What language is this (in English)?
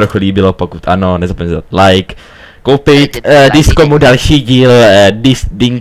Czech